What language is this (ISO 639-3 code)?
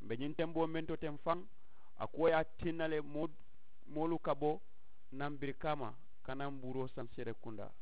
man